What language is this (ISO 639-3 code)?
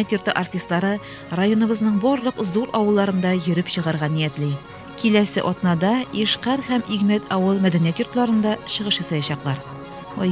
tat